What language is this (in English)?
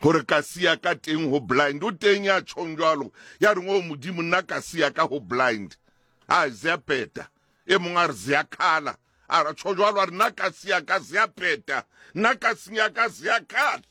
Southern Sotho